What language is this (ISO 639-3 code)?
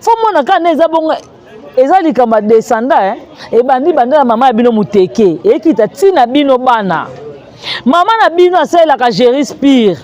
lin